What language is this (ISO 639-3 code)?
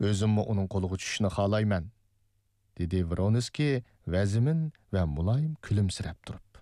uig